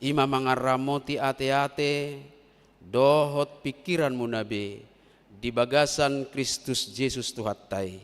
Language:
Batak Toba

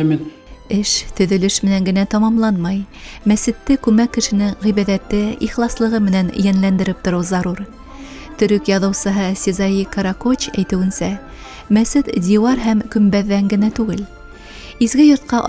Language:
Bashkir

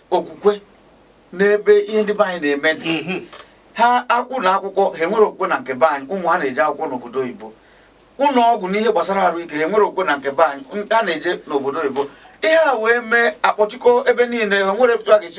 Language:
Igbo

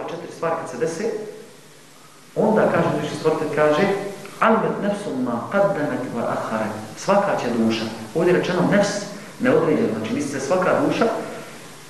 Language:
Bosnian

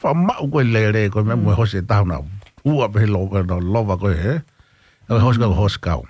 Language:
Tongan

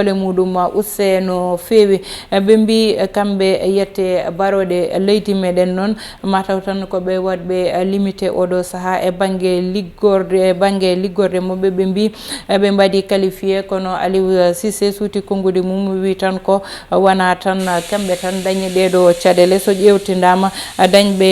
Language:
Fula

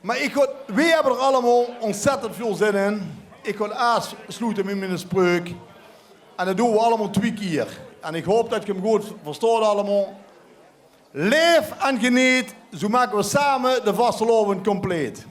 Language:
Limburgish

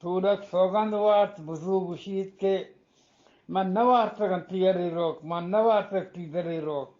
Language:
Eastern Balochi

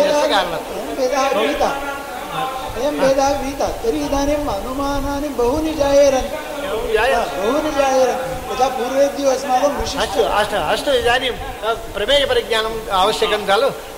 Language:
Sanskrit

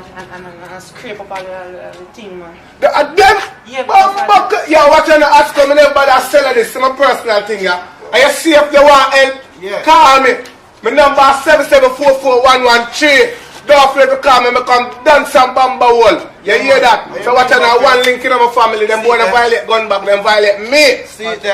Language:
Jamaican Creole English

